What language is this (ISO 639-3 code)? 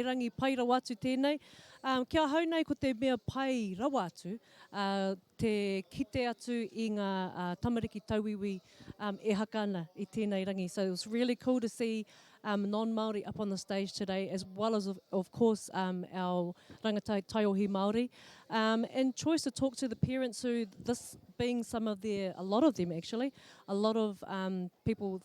mri